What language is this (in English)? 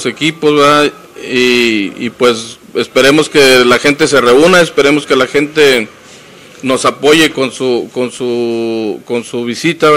Spanish